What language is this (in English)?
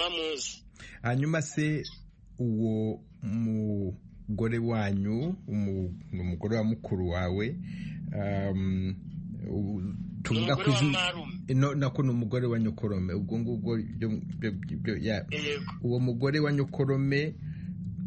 Kinyarwanda